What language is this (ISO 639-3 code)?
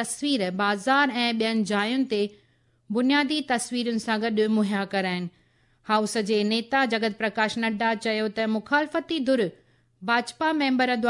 snd